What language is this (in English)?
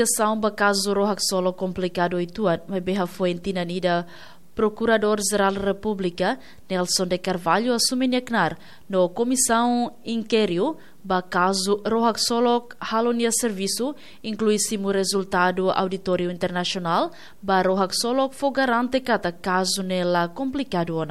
Tetum